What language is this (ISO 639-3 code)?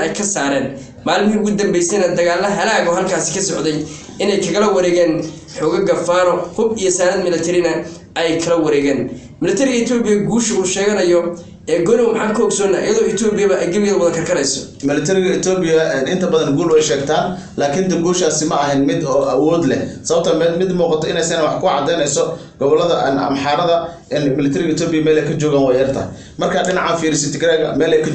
som